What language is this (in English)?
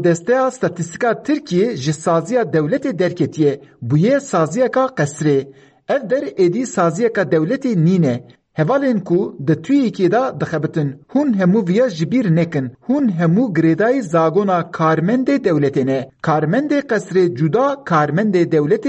Kurdish